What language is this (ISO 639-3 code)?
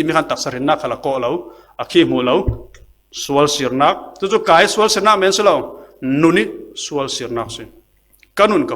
cfm